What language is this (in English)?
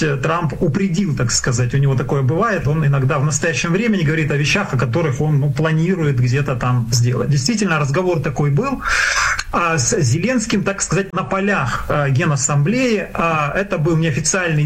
Russian